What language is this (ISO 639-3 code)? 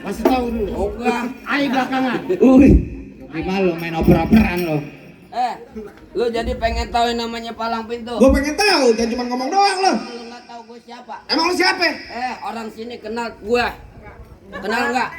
bew